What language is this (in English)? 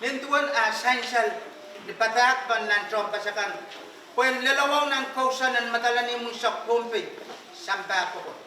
Pohnpeian